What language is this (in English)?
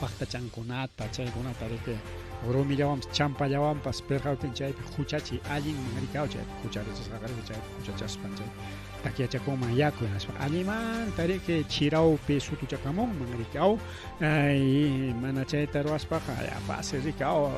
Ayacucho Quechua